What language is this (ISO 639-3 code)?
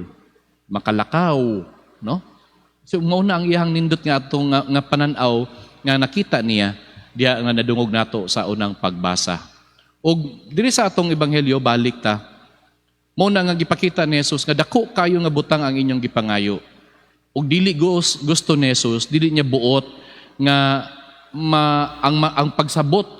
ceb